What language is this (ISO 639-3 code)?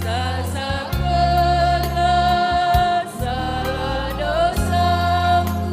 btx